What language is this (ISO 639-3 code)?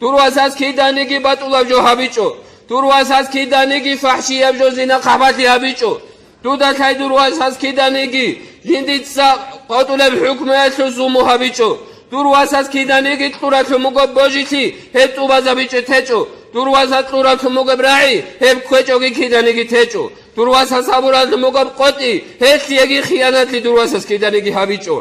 ava